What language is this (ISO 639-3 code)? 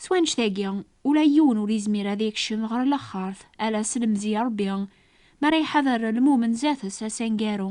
kab